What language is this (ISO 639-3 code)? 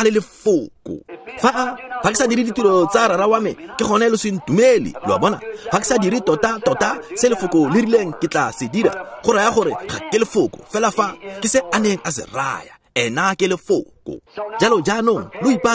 tsn